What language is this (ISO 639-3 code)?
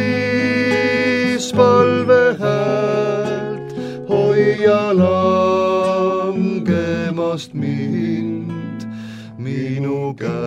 est